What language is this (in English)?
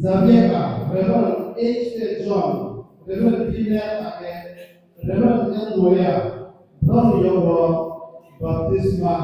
Riang (India)